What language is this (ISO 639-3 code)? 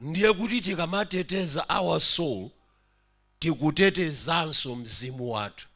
nya